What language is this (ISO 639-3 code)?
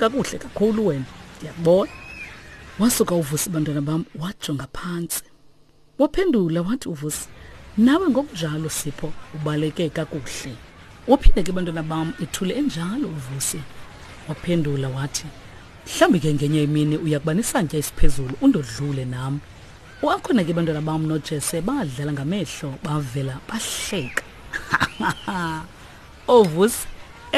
xho